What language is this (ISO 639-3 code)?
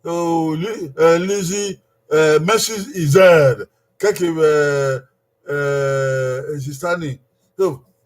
bin